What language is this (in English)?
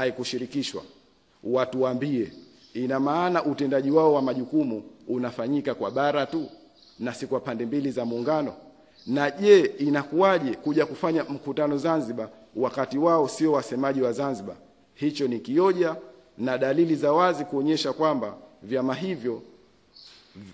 Swahili